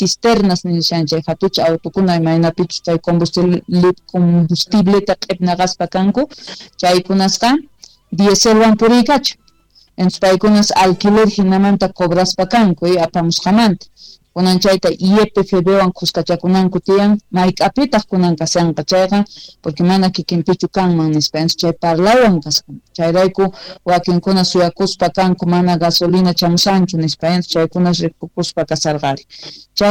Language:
Quechua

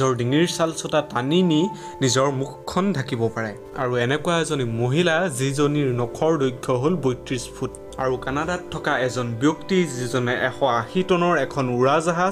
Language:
Assamese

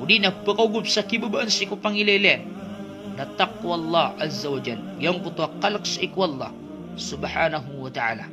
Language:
Maranao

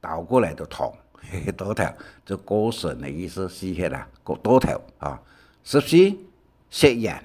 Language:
Hakka Chinese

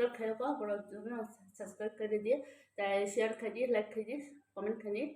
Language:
Kok Borok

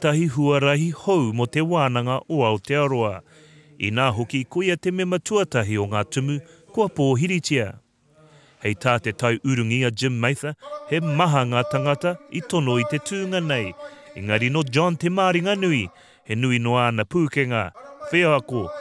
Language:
Māori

